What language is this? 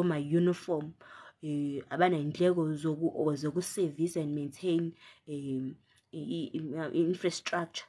Zulu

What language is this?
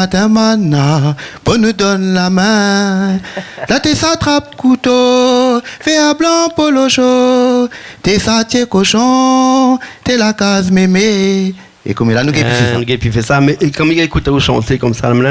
Réunion Creole French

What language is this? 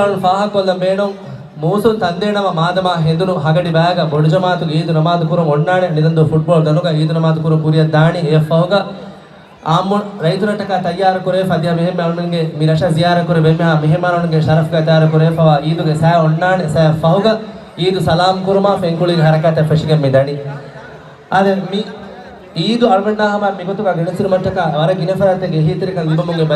Divehi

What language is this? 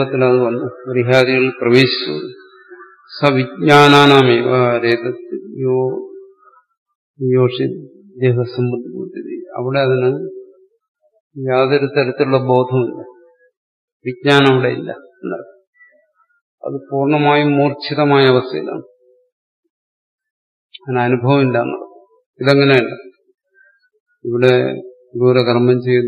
Malayalam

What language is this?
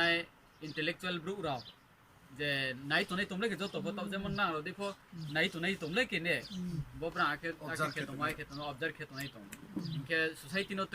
Riang (India)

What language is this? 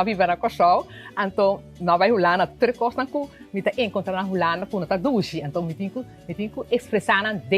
Papiamento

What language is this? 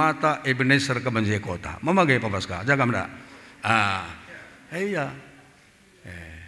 Batak Karo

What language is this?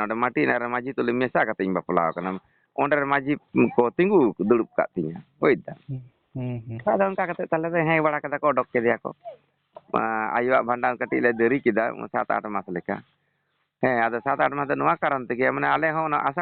Santali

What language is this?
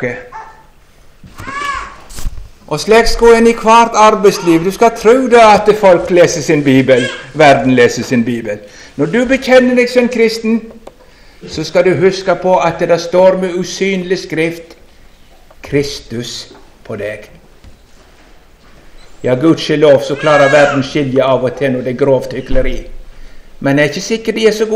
Norwegian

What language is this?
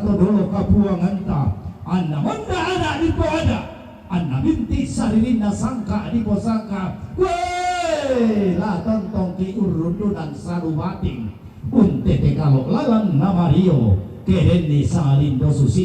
Toraja-Sa'dan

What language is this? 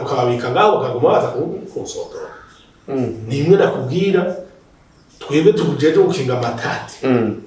Rundi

